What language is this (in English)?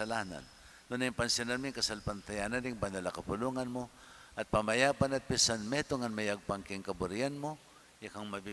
Pampanga